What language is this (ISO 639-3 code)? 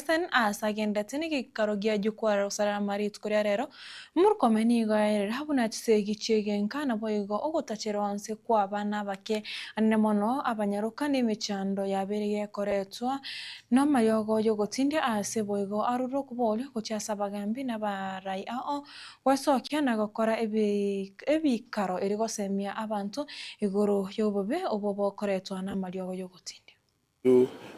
guz